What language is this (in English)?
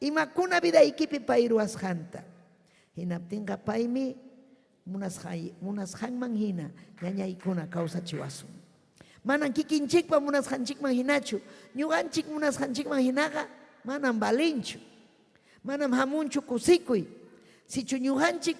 Ayacucho Quechua